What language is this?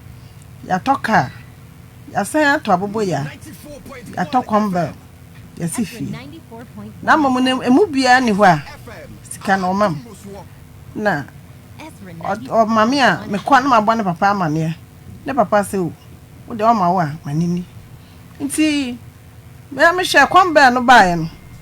Akan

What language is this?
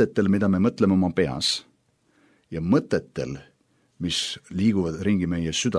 Estonian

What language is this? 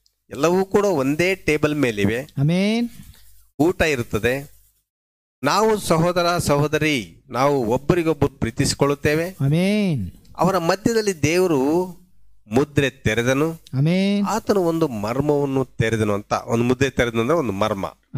Kannada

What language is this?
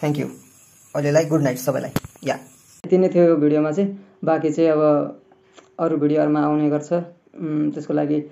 Nepali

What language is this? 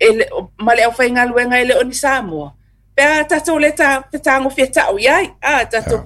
Samoan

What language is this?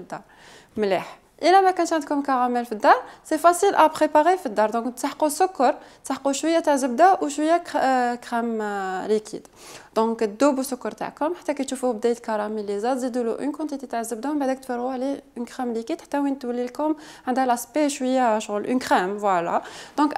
Algerian Arabic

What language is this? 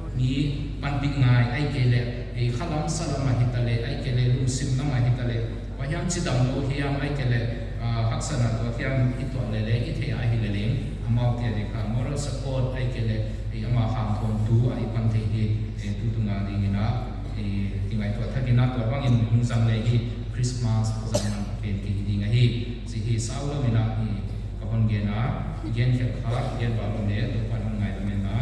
Paite Chin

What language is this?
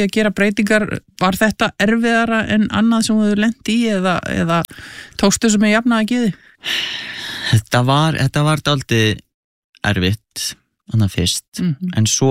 Icelandic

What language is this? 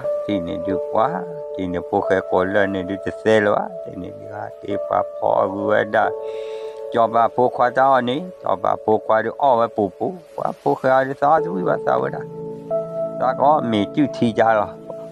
S'gaw Karen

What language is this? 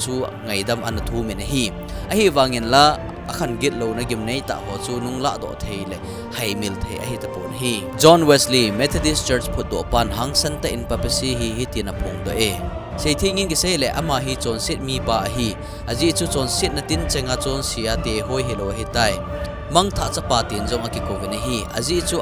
Thado Chin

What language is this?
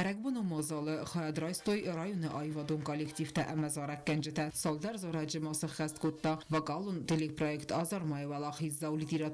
Ossetic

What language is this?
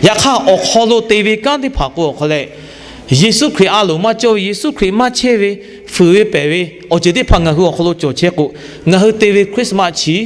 Lahu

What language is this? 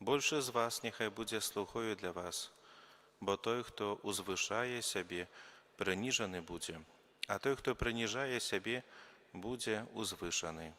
Belarusian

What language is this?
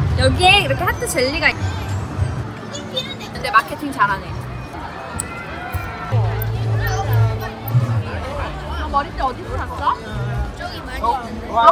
Korean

